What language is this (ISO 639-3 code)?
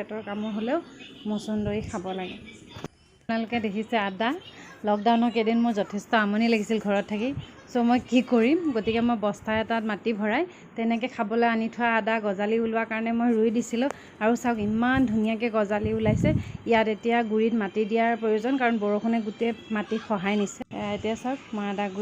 asm